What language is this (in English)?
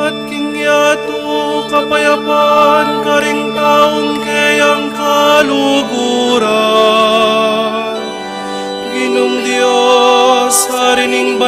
Pampanga